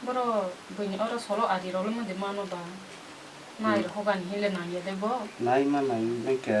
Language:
Kok Borok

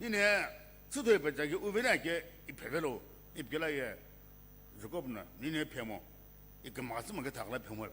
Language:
Sumi Naga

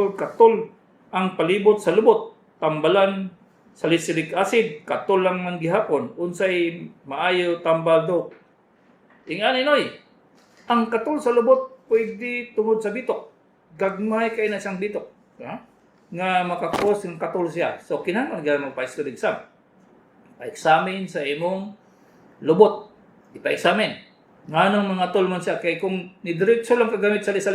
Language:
Cebuano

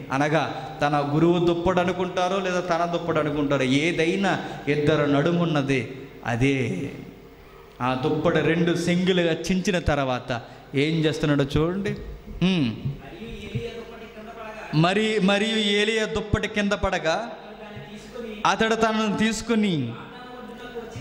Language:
Telugu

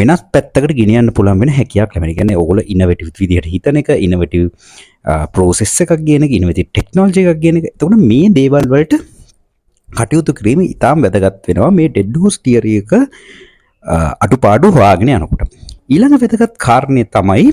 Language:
Sinhala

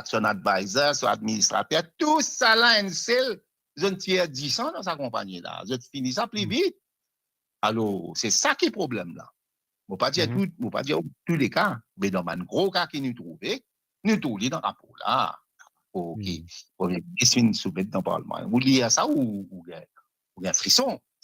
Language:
Morisyen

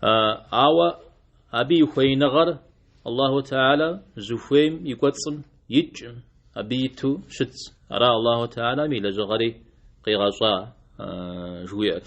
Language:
Kabardian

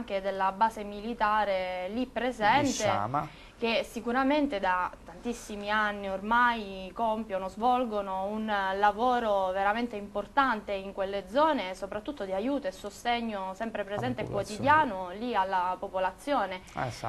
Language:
Italian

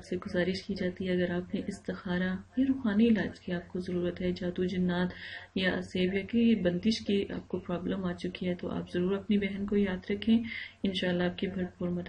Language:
Urdu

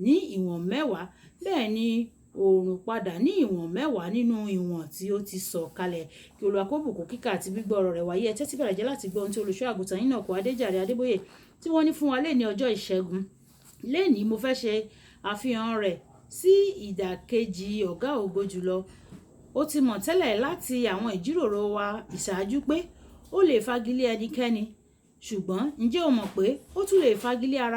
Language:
Yoruba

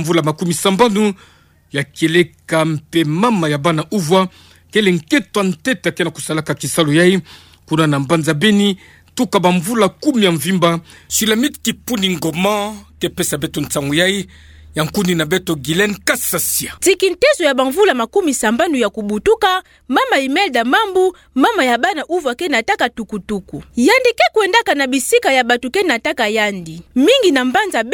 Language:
Kituba (Democratic Republic of Congo)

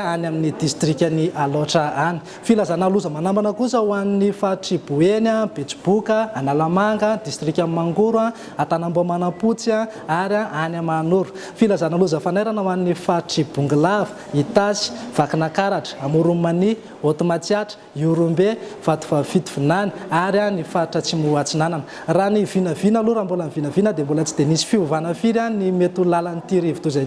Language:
Malagasy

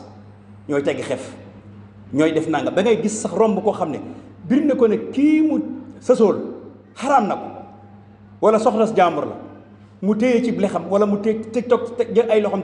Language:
Wolof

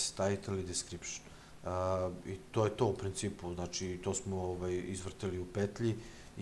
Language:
Serbian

